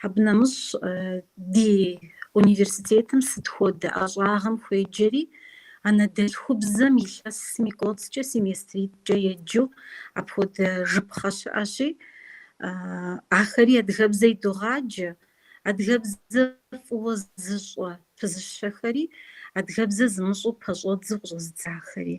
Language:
Kabardian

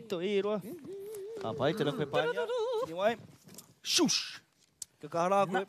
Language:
Māori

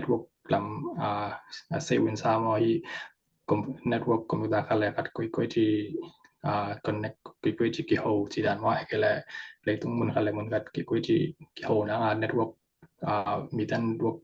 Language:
Tedim Chin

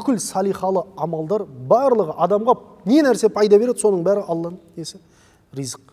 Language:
Kazakh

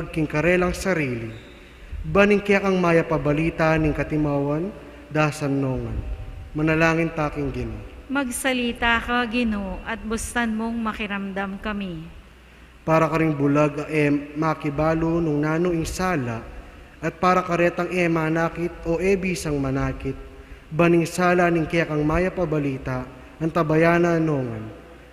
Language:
Pampanga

